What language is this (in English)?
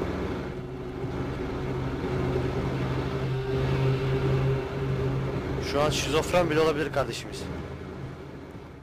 Turkish